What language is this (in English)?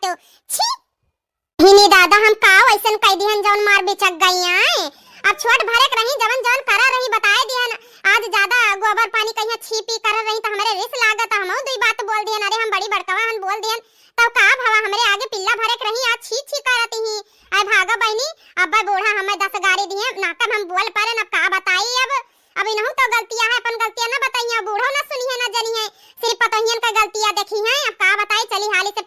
Awadhi